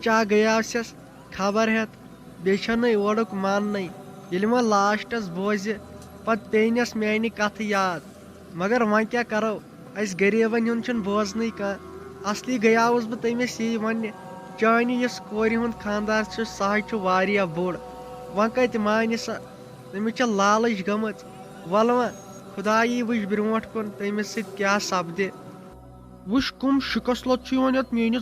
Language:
Kashmiri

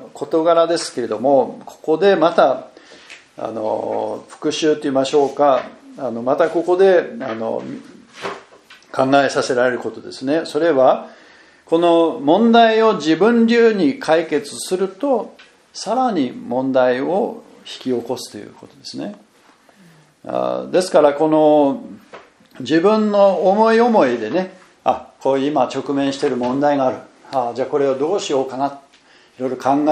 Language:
Japanese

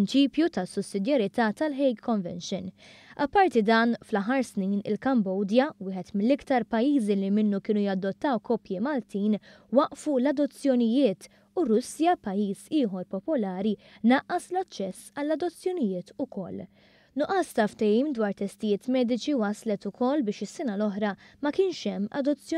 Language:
Maltese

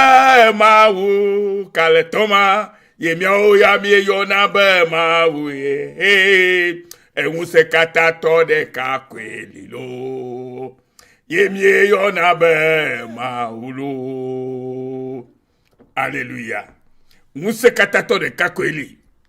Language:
Ewe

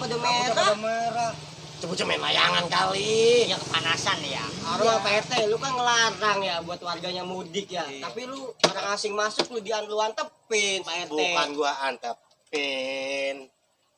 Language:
Betawi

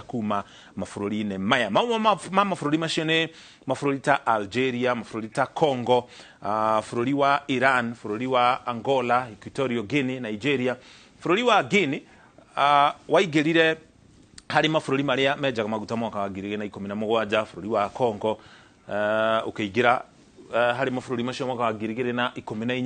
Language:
Kikuyu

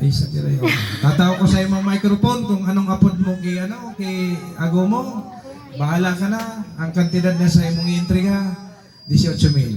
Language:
Bikol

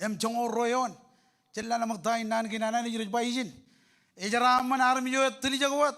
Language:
Marshallese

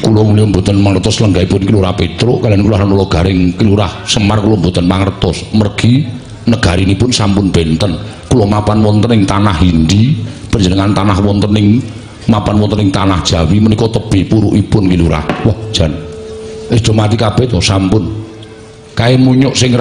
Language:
Javanese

